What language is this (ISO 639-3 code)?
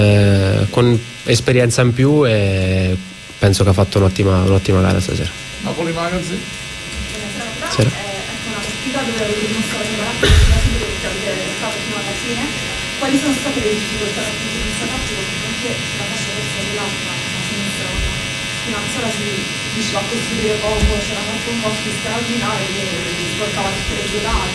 ita